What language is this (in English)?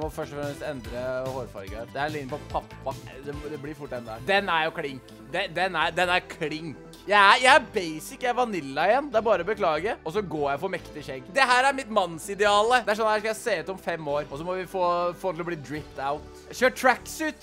Norwegian